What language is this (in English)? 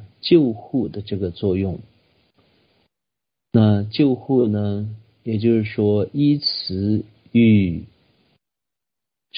Chinese